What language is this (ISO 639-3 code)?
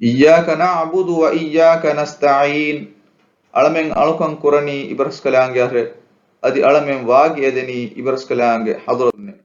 div